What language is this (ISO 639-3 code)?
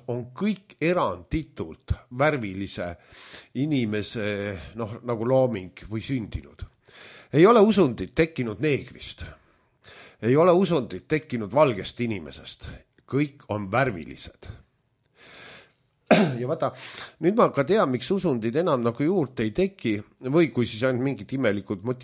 est